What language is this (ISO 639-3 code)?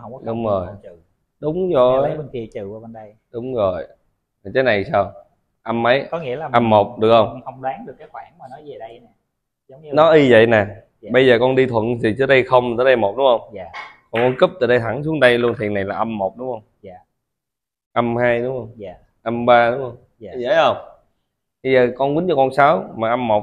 vie